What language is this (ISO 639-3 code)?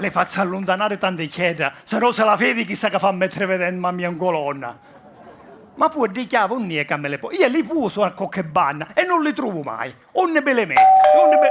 scn